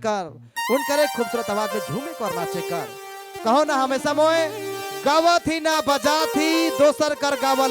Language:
Sadri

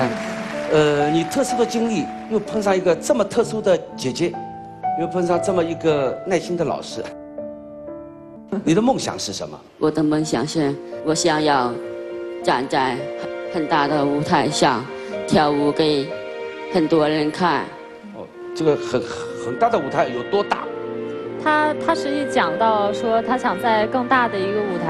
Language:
Chinese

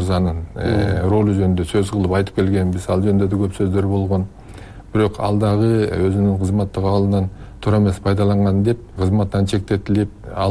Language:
Kyrgyz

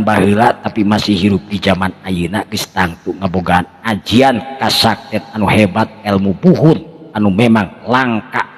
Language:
Sundanese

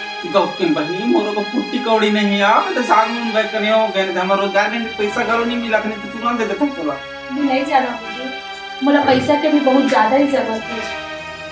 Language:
Chhattisgarhi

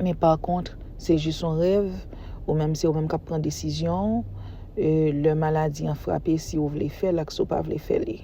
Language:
Haitian Creole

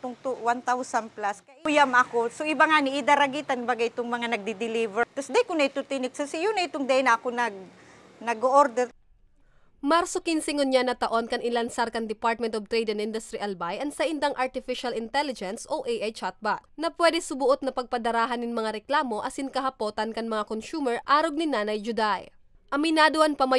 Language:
Bikol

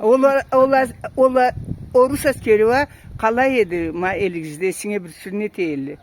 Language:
Karachay-Balkar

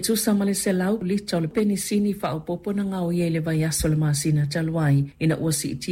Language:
Samoan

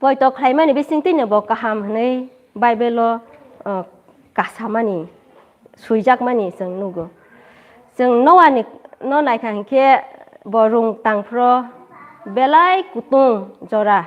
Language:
Kok Borok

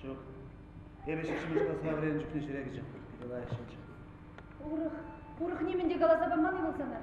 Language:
Chuvash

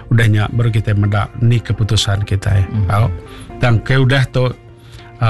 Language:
Iban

